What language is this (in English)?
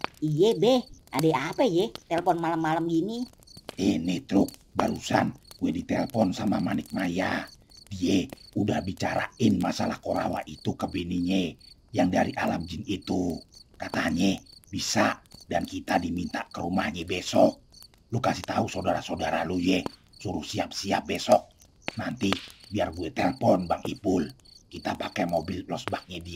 Betawi